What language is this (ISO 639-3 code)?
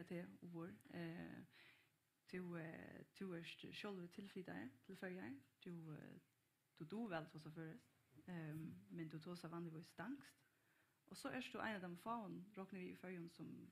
fao